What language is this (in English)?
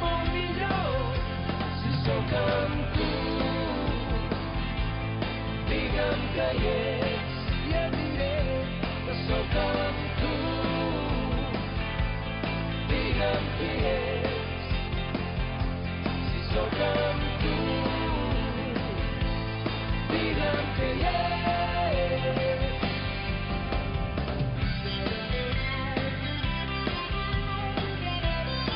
Catalan